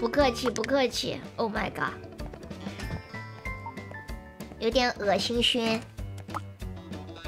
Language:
Chinese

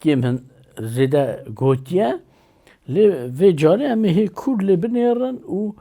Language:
Kurdish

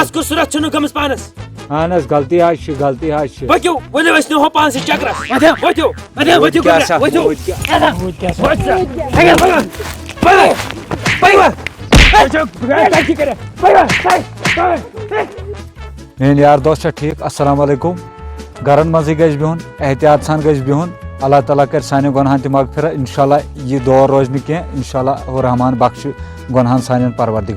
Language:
Kashmiri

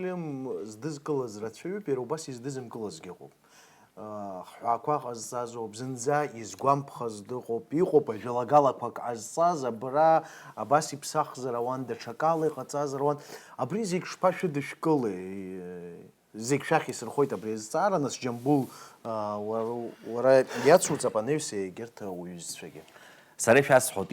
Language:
Abkhazian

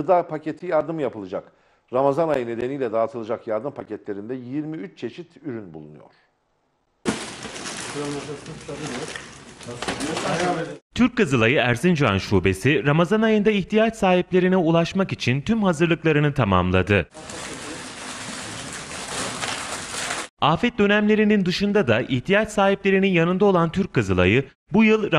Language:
Turkish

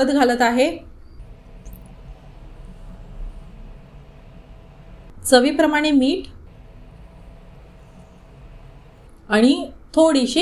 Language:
Marathi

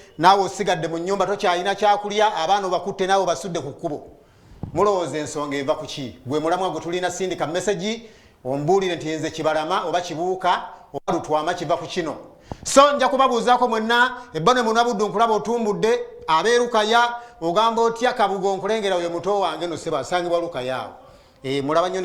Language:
Ganda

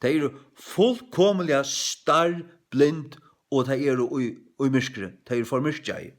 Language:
Faroese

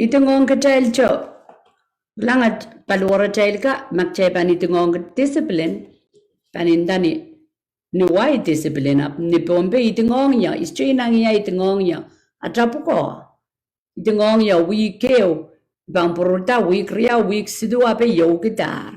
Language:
Pohnpeian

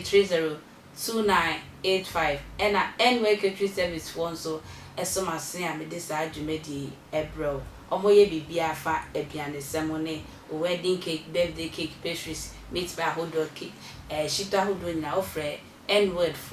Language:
Akan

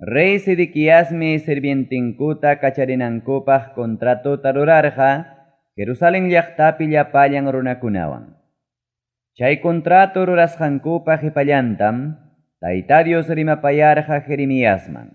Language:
Ayacucho Quechua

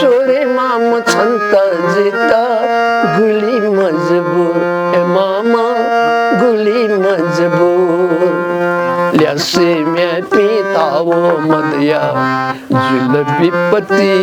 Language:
Newari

